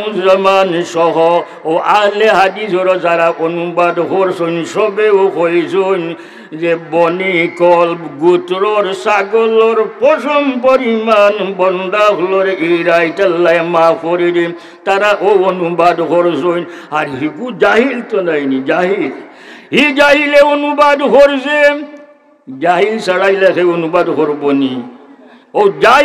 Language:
Sylheti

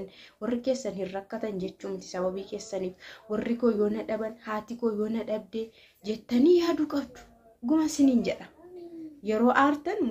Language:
Oromo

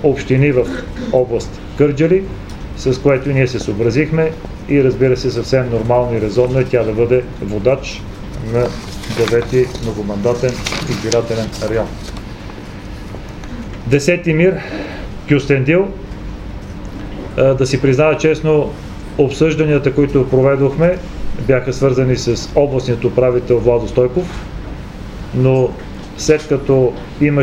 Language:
Bulgarian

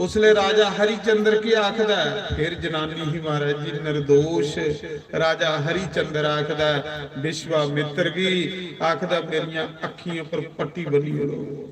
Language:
Dogri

